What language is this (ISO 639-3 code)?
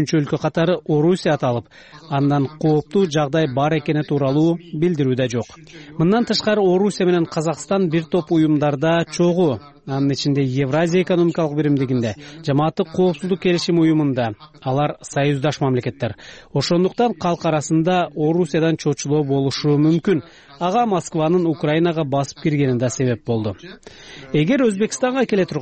kir